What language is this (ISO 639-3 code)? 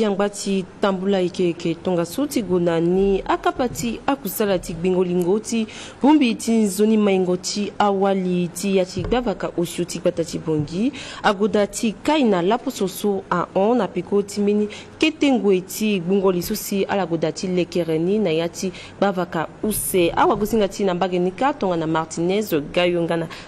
sag